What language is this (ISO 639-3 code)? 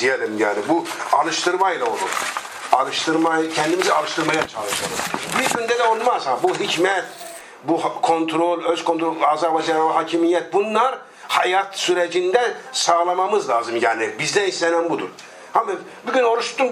tur